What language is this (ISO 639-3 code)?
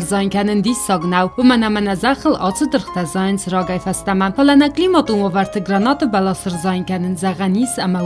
oss